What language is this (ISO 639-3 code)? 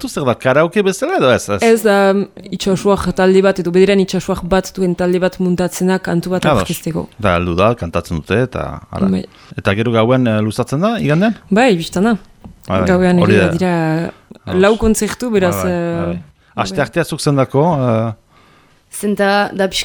eus